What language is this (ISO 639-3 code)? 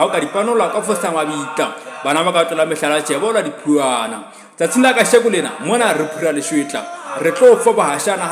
sot